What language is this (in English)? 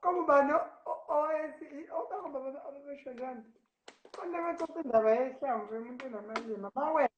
Zulu